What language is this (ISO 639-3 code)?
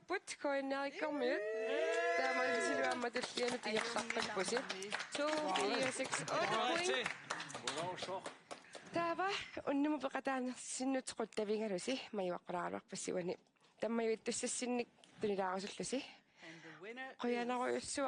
kal